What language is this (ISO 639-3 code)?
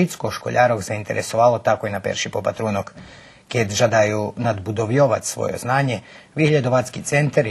rue